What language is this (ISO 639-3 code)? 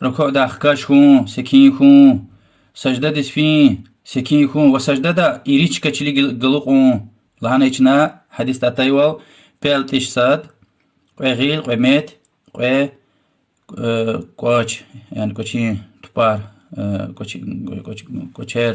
lez